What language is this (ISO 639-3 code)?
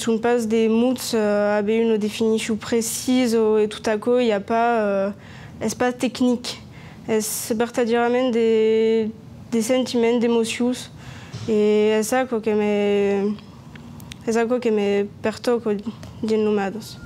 oci